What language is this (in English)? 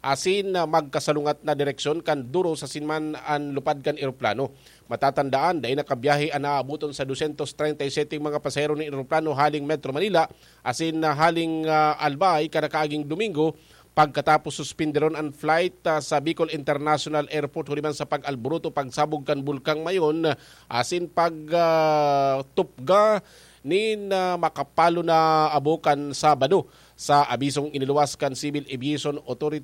Bikol